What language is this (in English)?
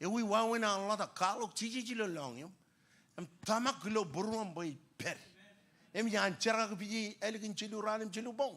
Marshallese